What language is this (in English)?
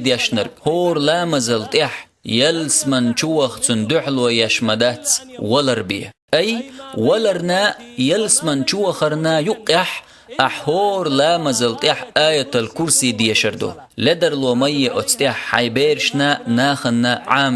Chechen